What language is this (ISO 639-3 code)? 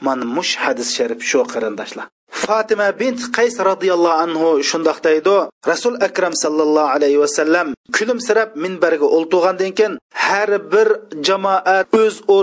uig